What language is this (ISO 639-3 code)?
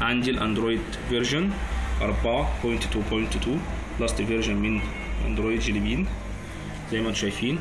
arz